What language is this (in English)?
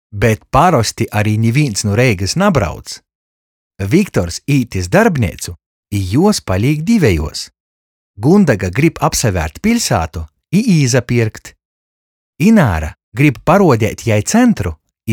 Latgalian